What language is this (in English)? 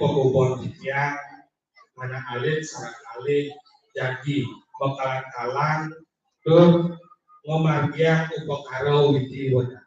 Balinese